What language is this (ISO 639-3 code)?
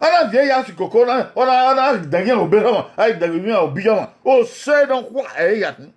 bin